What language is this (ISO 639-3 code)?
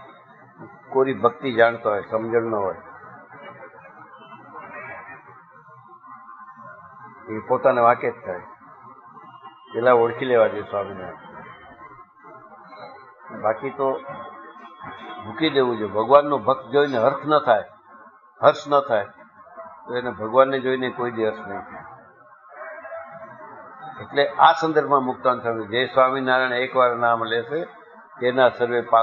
guj